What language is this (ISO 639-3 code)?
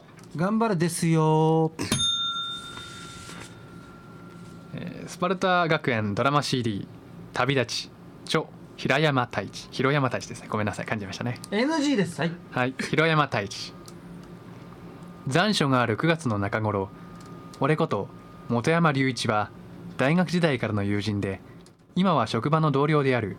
jpn